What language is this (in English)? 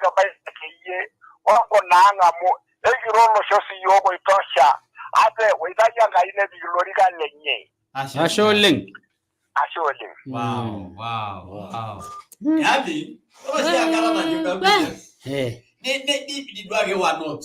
Masai